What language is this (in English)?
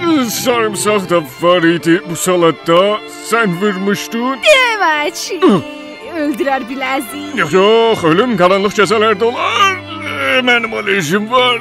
South Azerbaijani